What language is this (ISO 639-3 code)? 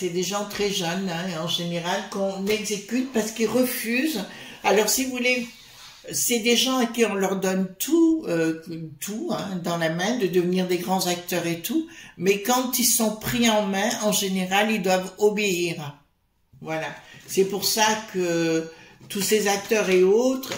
fra